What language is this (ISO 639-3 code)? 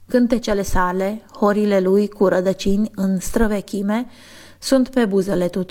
ron